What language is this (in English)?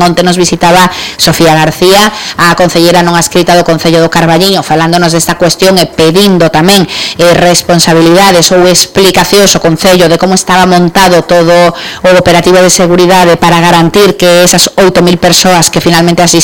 Galician